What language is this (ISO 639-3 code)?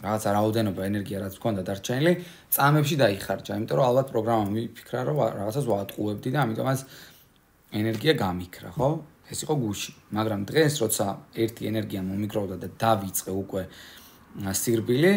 kat